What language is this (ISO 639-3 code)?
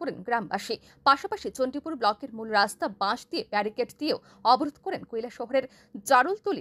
ben